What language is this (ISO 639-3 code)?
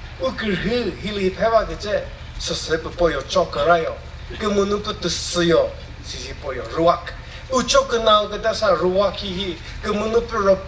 nri